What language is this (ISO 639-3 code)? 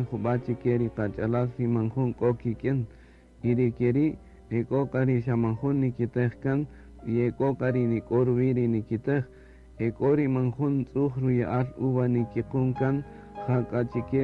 cak